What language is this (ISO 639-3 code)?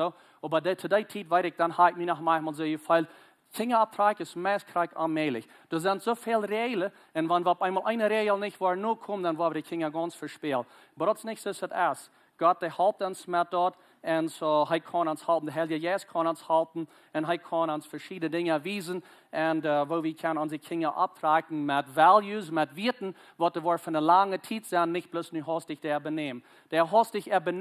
pdt